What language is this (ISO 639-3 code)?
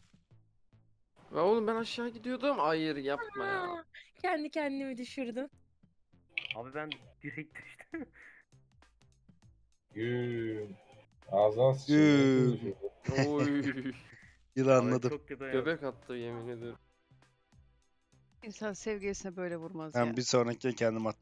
tur